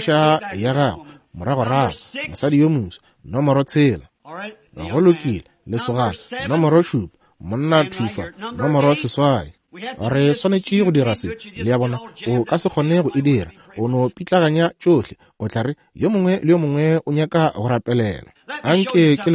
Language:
Northern Sotho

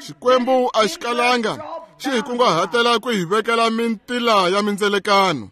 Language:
Tsonga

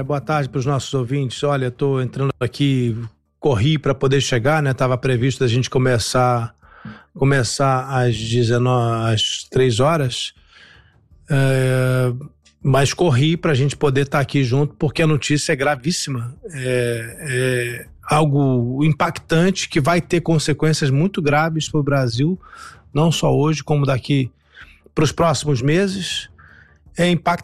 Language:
Portuguese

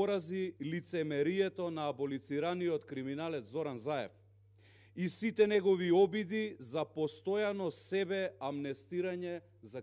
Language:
Macedonian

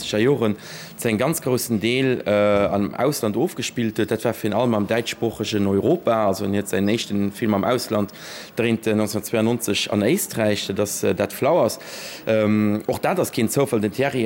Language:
Luxembourgish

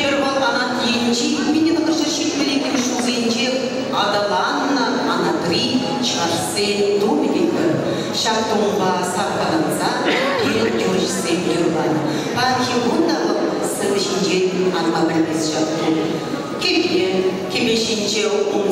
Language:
Chuvash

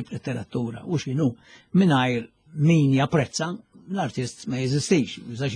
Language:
Maltese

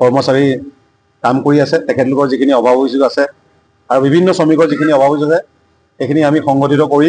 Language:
Assamese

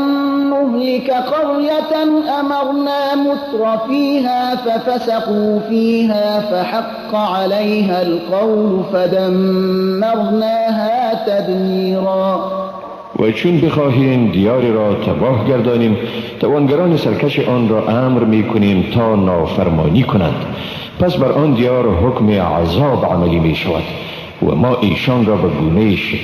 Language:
Persian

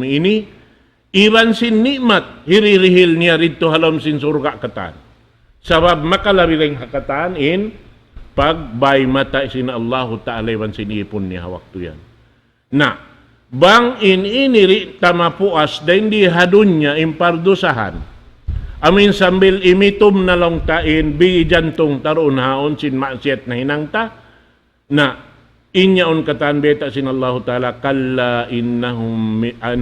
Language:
Tausug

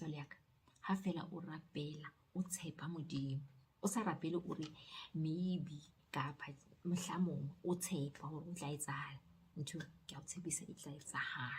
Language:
Southern Sotho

